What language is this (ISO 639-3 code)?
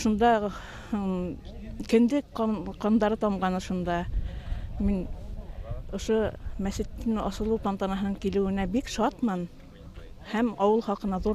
bak